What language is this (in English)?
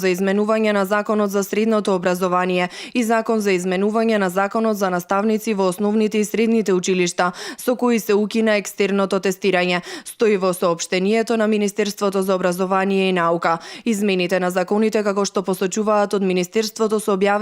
Macedonian